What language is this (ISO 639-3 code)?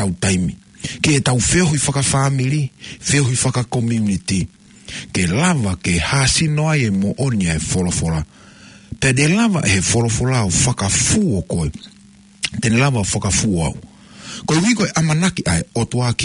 ton